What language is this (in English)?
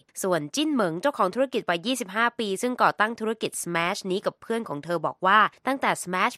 Thai